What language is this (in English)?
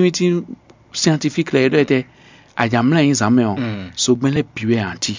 Fon